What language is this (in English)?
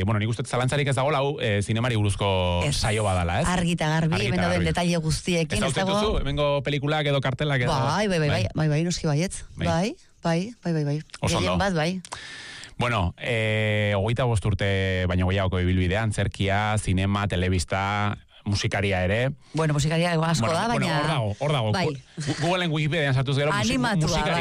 Basque